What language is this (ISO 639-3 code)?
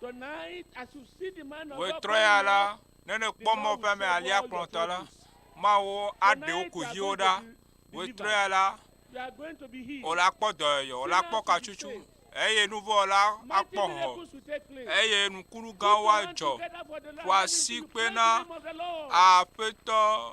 ewe